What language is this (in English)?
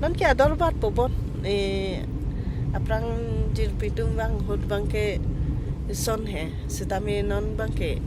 Karbi